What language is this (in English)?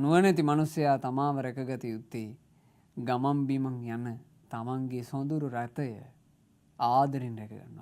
Sinhala